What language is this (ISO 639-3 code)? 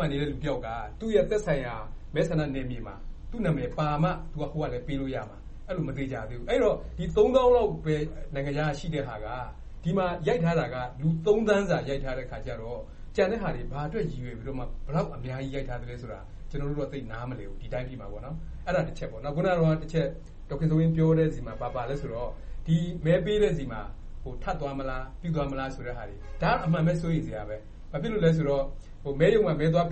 mya